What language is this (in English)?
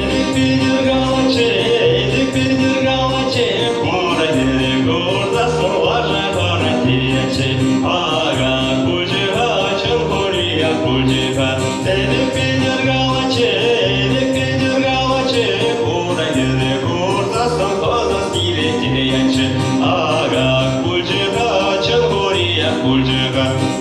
Chuvash